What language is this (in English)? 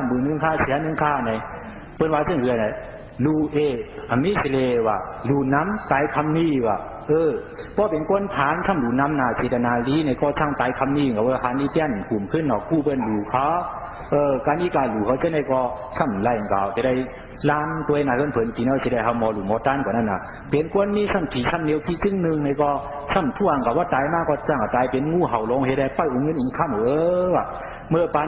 Shan